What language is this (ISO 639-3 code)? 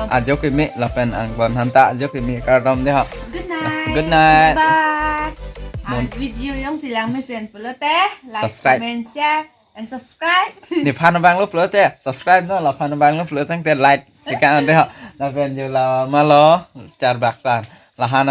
mjw